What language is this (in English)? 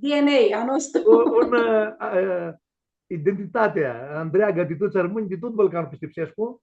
Aromanian